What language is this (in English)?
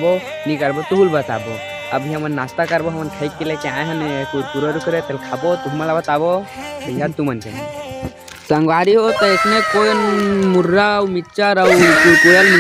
Chhattisgarhi